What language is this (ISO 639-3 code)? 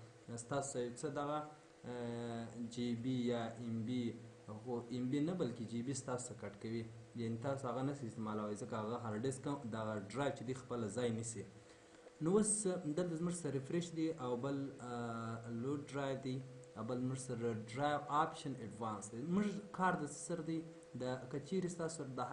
pus